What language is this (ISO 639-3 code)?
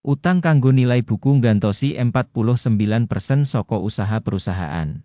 jav